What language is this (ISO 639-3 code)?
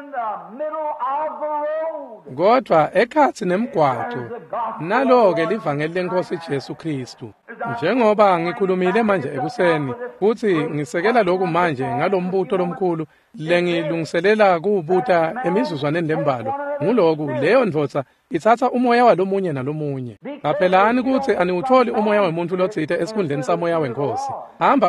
ssw